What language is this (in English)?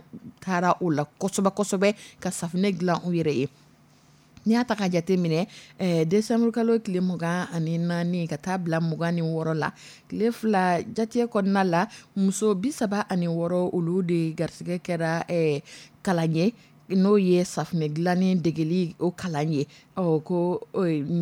Dyula